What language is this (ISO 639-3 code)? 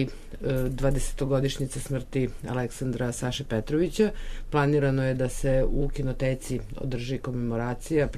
srp